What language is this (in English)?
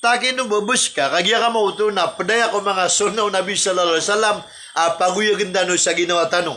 Maranao